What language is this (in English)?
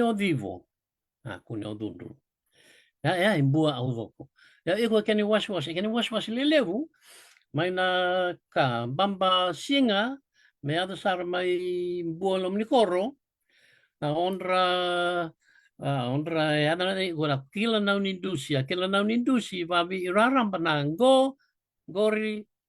Fijian